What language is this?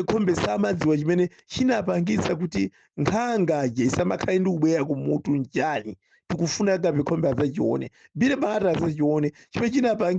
Nyanja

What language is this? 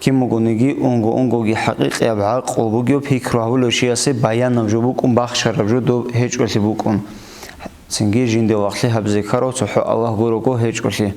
Avaric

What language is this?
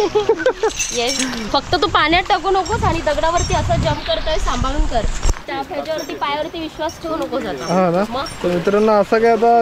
Marathi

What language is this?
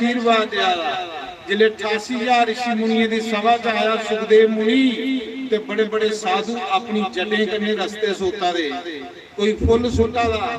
Dogri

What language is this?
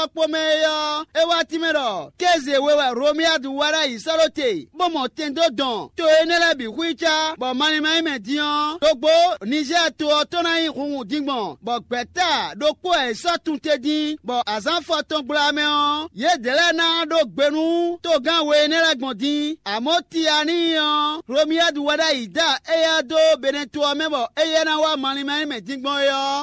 Fon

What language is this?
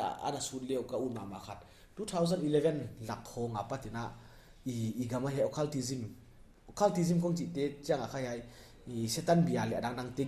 Paite Chin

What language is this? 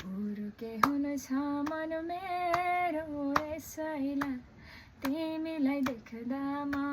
Nepali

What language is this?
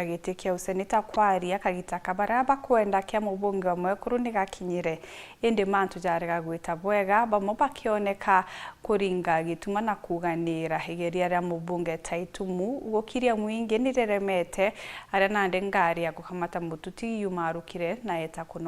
Meru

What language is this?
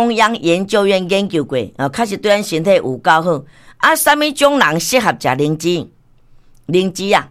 Min Nan Chinese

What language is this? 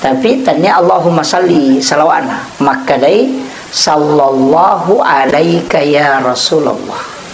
Buginese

